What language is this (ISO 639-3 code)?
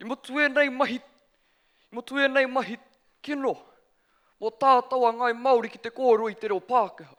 mri